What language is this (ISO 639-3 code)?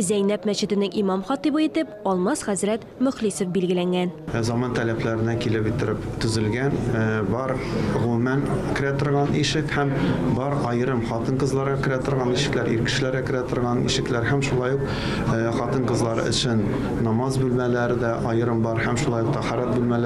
tat